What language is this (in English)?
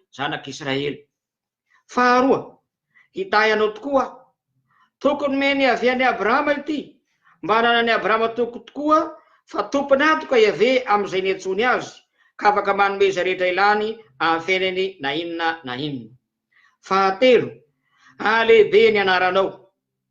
Malagasy